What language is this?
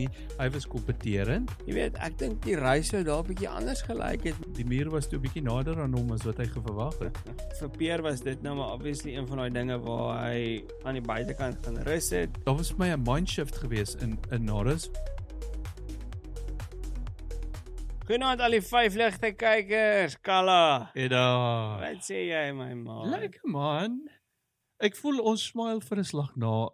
Afrikaans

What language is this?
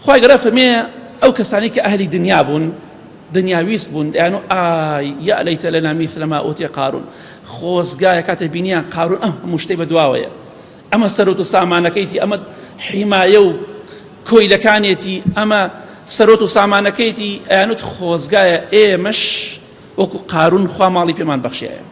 Central Kurdish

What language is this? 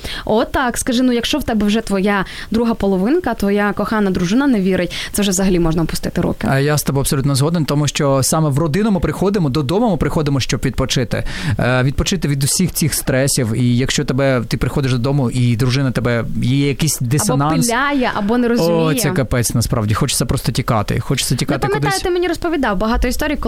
Ukrainian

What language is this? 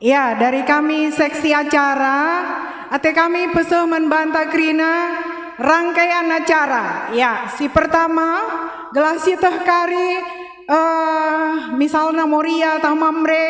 Batak Karo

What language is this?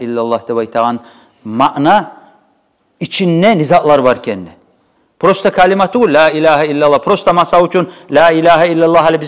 Kumyk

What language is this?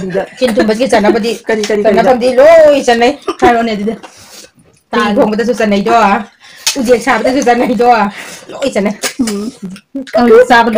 Manipuri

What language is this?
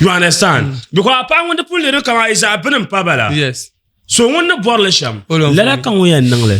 Dagbani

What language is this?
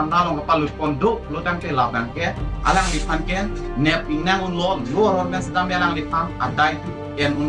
Karbi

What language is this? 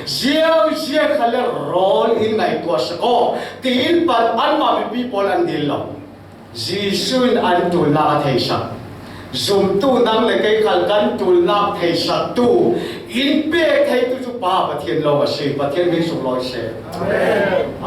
Falam Chin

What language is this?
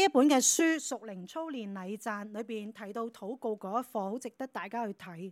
Cantonese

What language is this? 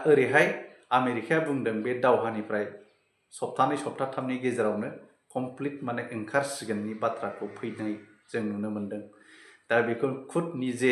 Bodo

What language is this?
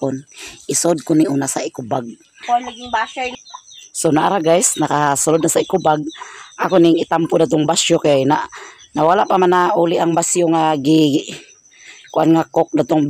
Cebuano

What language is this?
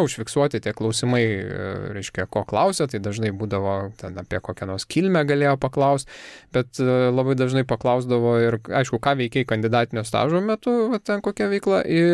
Lithuanian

